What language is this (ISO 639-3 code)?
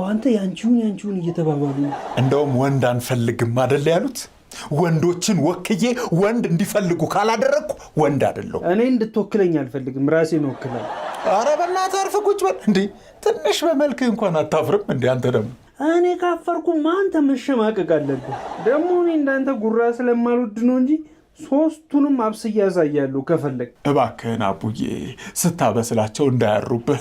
amh